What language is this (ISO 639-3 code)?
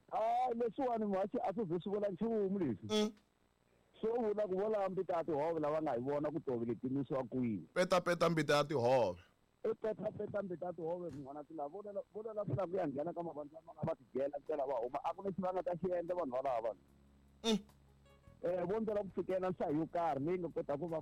tso